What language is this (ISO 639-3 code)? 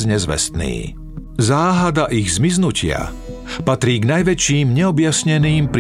slk